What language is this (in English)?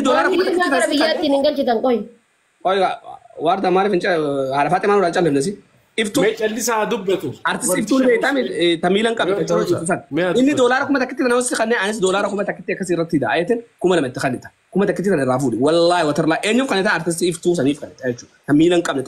Oromo